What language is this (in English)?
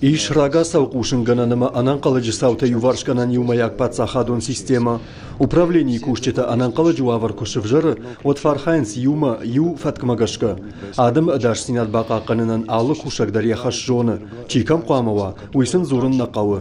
Ossetic